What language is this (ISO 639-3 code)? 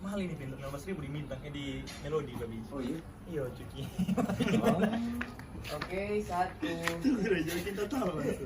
xmm